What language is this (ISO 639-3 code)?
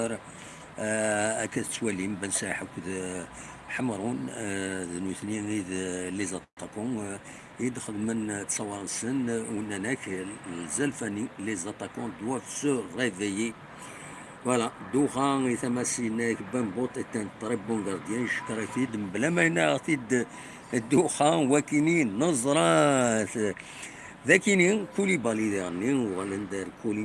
kab